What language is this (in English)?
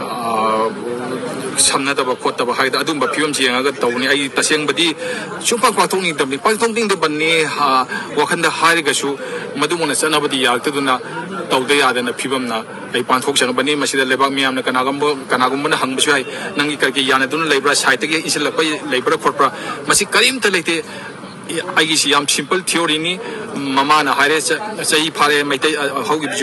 Manipuri